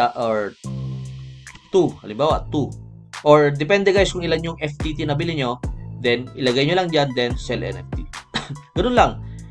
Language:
Filipino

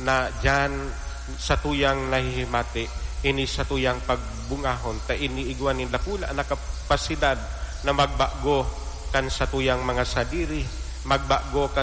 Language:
Bikol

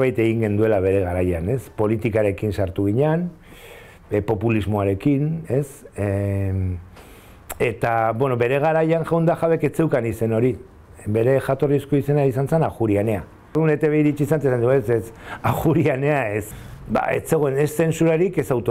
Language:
Basque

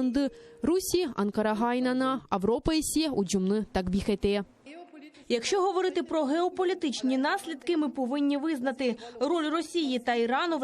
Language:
Crimean Tatar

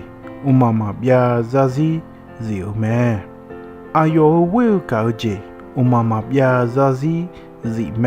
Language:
Akha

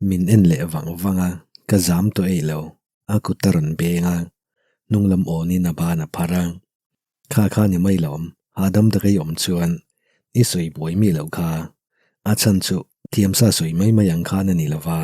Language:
Mizo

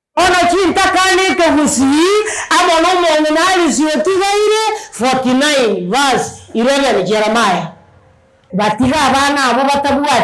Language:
Gusii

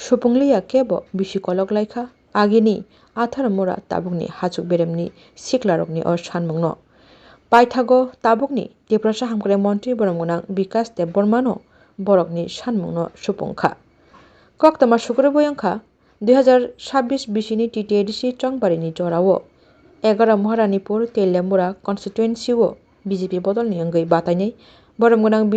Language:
Kok Borok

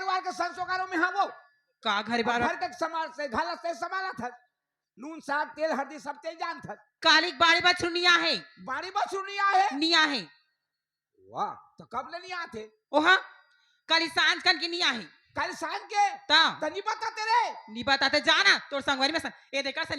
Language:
Chhattisgarhi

